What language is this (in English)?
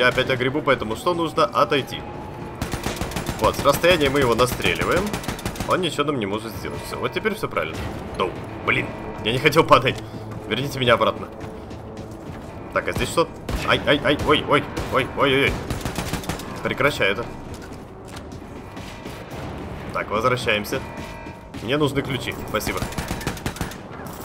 Russian